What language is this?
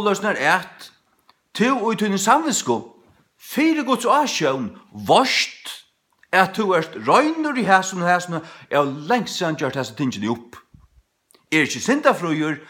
Faroese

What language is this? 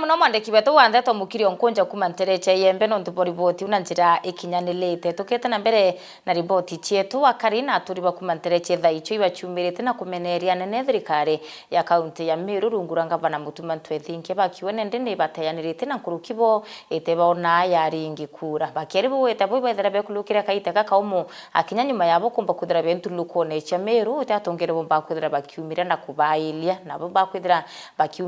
Meru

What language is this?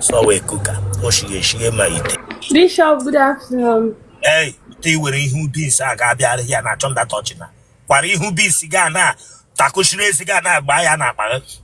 Igbo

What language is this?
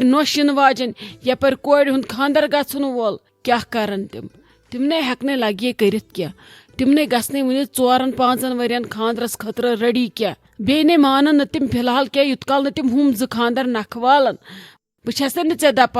Kashmiri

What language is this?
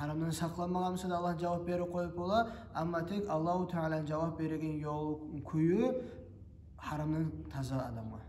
Kumyk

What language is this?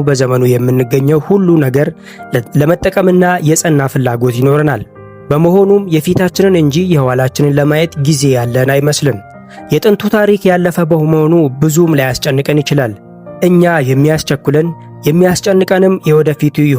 Amharic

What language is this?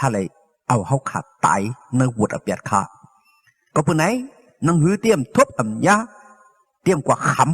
Shan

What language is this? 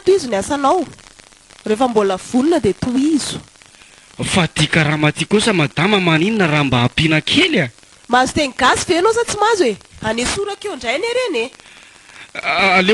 Malagasy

